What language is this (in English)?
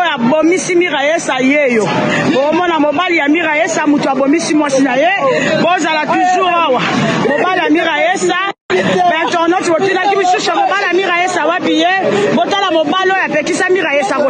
Lingala